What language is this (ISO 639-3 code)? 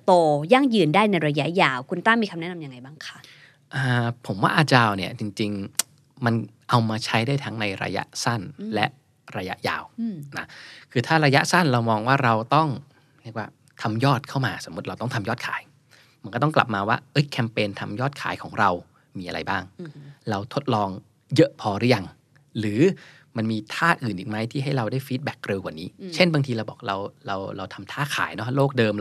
tha